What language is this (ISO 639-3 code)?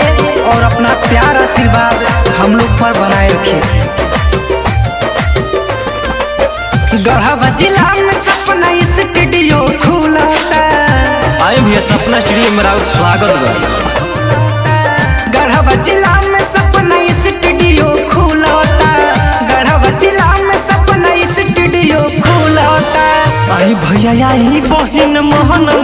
bho